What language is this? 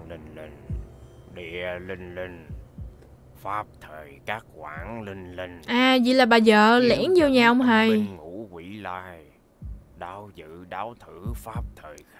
Vietnamese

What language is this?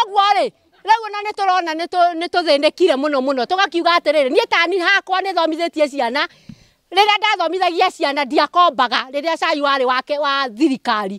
Kikuyu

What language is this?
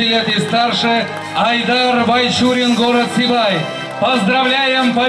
Bashkir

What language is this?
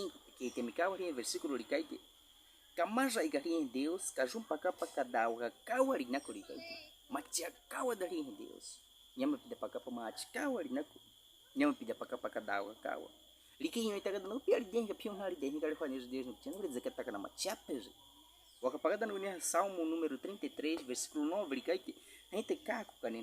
Baniwa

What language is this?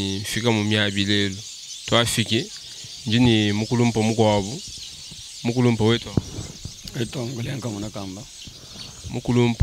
Luba-Lulua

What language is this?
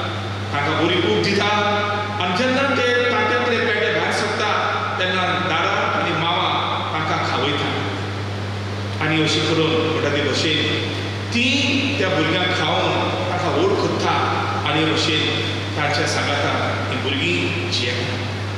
Konkani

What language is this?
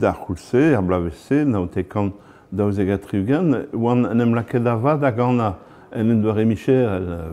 Breton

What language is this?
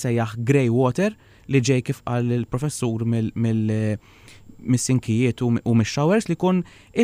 Maltese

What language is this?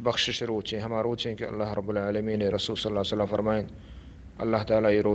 Baluchi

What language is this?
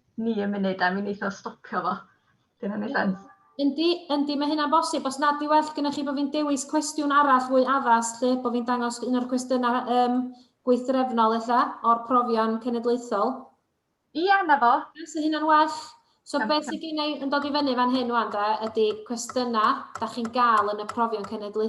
Welsh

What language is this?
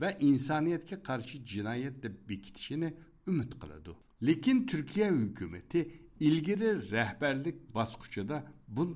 Uyghur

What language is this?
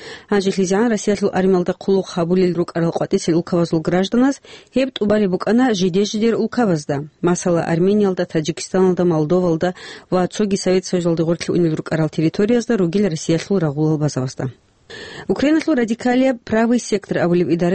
Avaric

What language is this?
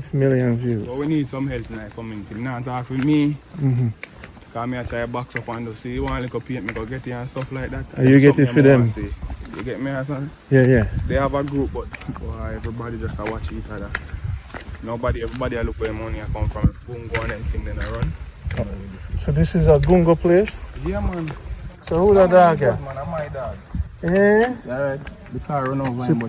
Jamaican Creole English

